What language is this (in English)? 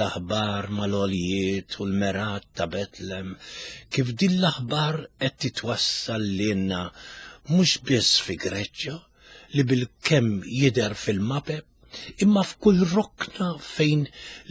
Maltese